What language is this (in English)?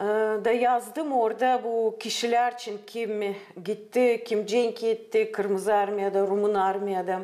Gagauz